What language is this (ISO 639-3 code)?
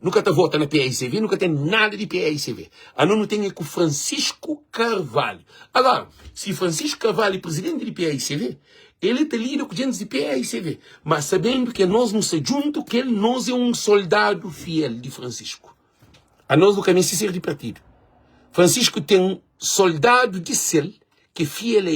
kea